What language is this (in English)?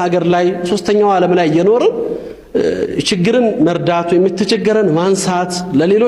Amharic